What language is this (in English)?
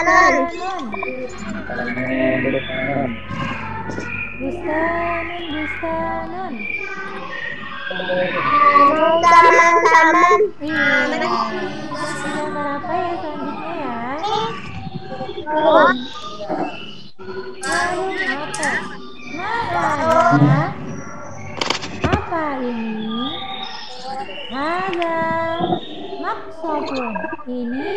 Indonesian